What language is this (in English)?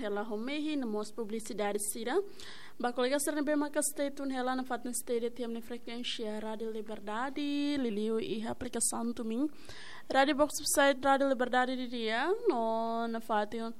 Tetum